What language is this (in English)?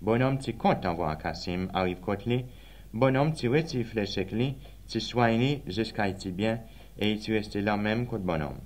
Seselwa Creole French